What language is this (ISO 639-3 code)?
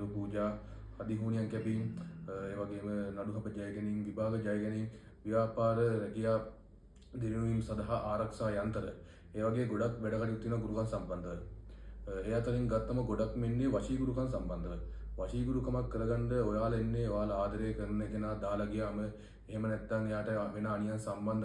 sin